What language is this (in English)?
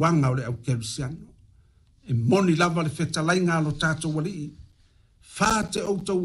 Samoan